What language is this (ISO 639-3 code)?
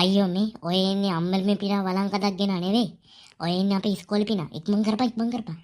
sin